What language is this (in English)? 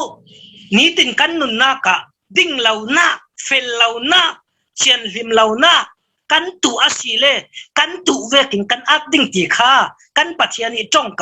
Falam Chin